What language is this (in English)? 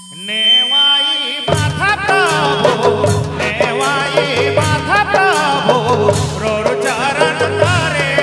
Sadri